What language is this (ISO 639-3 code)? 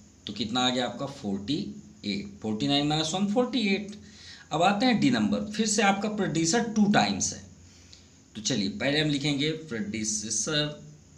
hin